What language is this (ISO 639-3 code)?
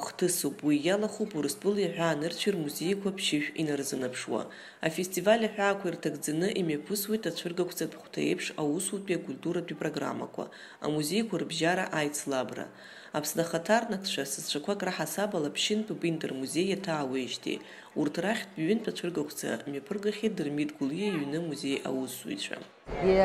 abk